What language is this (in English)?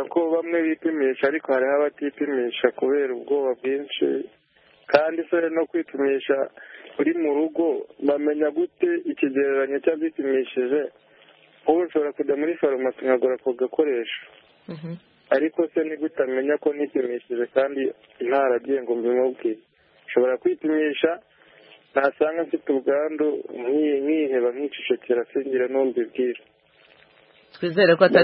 Kinyarwanda